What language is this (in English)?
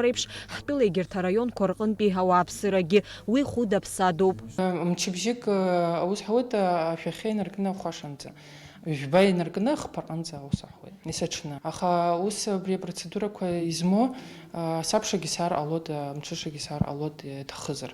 Abkhazian